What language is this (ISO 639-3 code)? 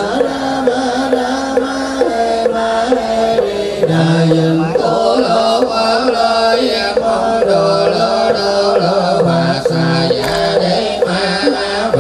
vie